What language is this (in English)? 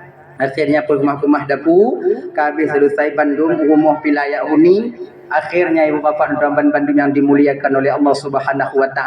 Achinese